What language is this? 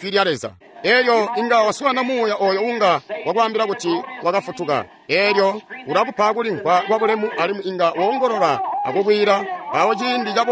Tonga (Zambia)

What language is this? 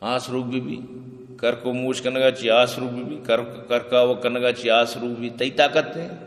Eastern Balochi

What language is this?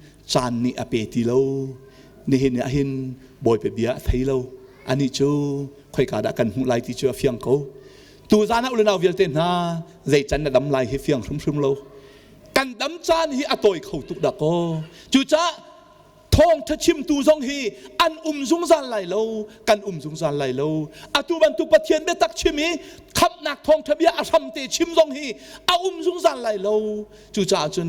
Hakha Chin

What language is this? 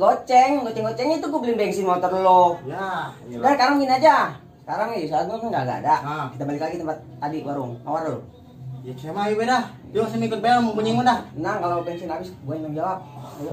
Betawi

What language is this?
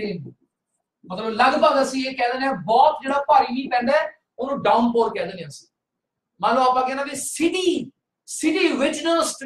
Punjabi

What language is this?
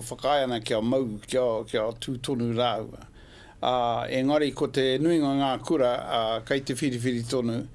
Māori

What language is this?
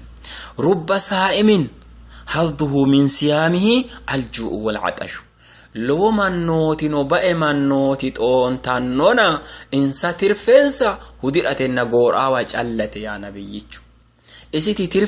Sidamo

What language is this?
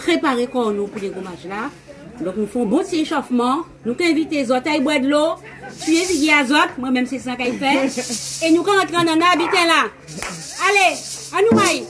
Guadeloupean Creole French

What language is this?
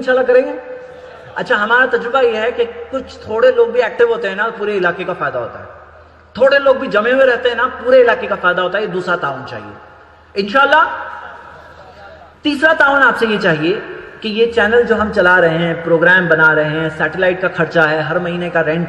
Urdu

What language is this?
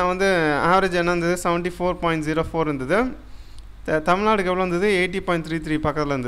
Tamil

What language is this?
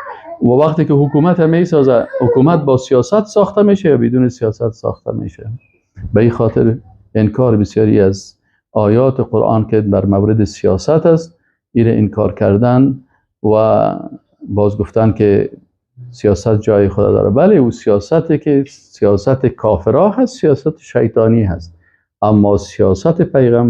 Persian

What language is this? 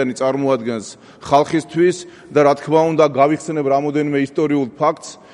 Georgian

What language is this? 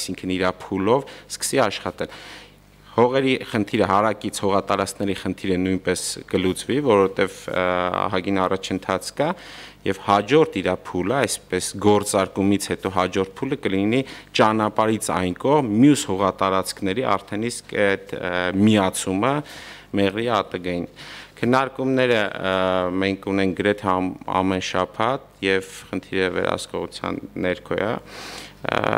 Armenian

